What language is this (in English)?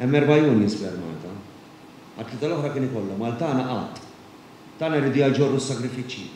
Maltese